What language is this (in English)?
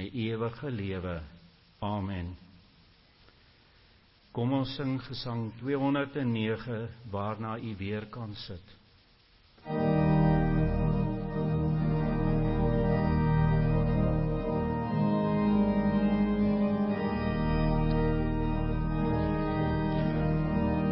Afrikaans